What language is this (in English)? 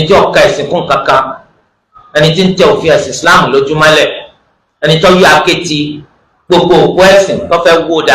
Yoruba